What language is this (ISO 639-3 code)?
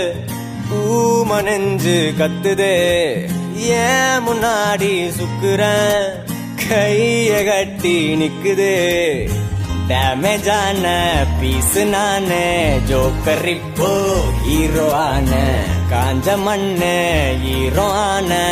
tam